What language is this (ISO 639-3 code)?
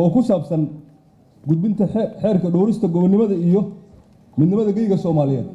som